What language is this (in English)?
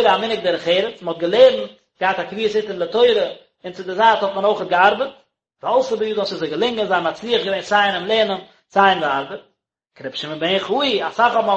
Yiddish